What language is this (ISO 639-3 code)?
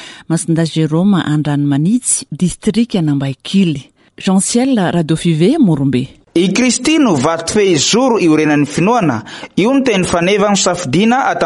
mlg